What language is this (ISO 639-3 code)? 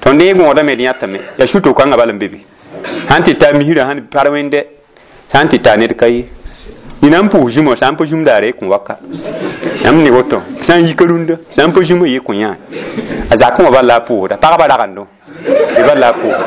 mos